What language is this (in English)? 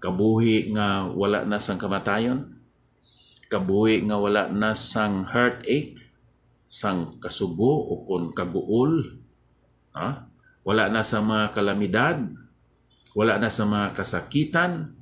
Hiligaynon